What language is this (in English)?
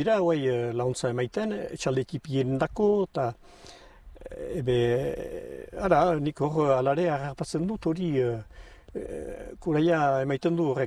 Basque